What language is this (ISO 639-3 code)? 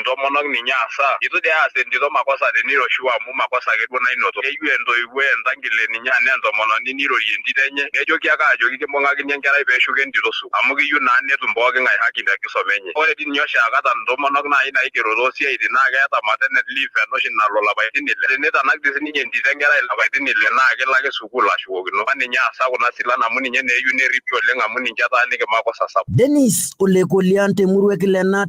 mas